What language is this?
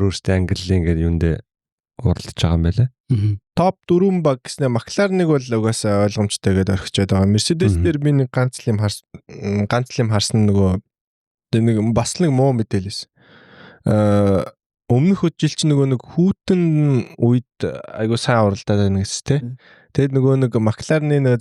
Mongolian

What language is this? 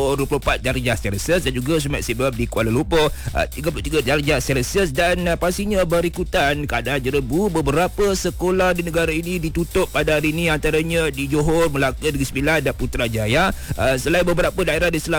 Malay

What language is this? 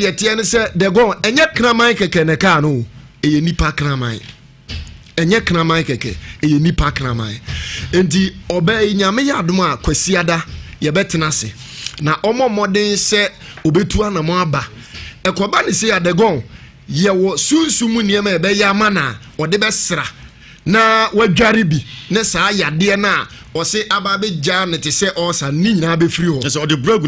Akan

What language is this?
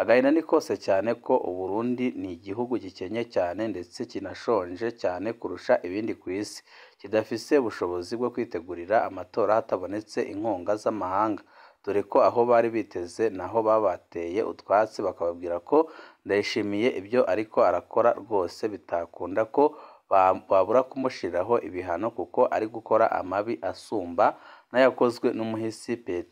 Rundi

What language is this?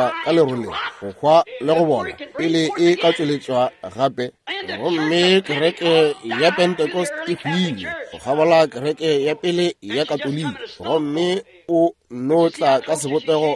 Northern Sotho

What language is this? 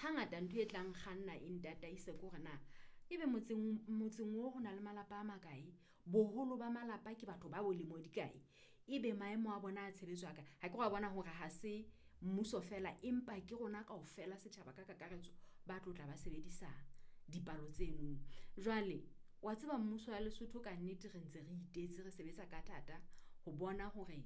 Southern Sotho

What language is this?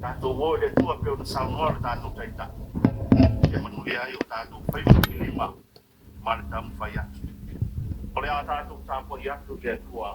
Samoan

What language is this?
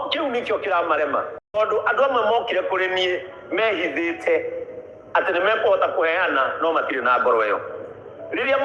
Kikuyu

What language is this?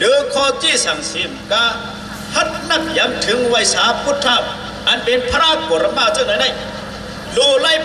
Shan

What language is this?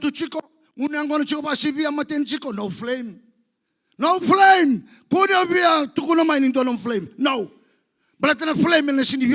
Fijian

